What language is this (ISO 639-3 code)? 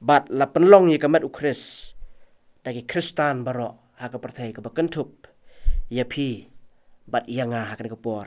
kha